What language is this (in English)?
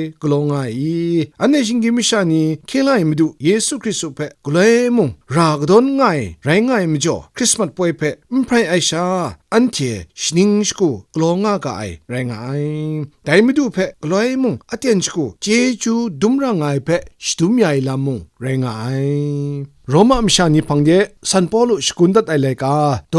Kachin